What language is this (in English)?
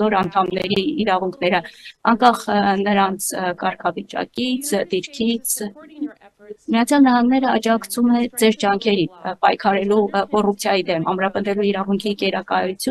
Armenian